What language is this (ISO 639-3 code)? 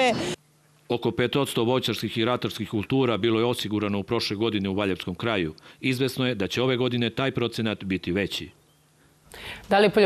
srp